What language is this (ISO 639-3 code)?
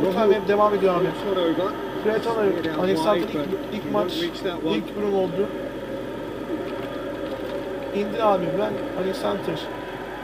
tur